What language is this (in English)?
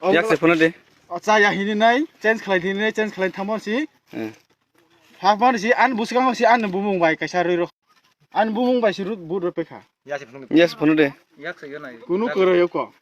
Kok Borok